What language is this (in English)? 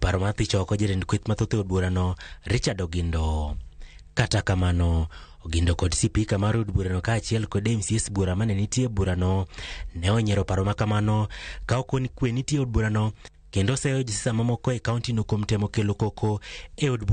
Luo (Kenya and Tanzania)